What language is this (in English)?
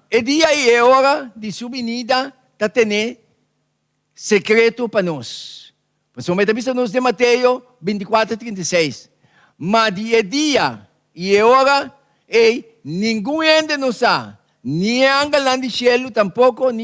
Papiamento